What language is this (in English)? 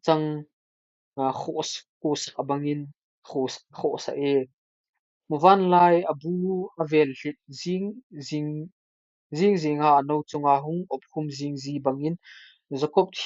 Thado Chin